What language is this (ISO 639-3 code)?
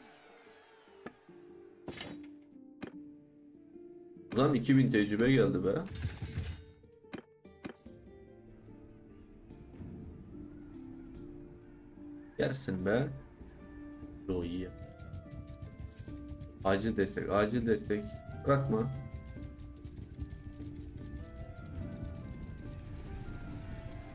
tur